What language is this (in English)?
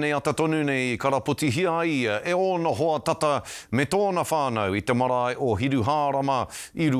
Māori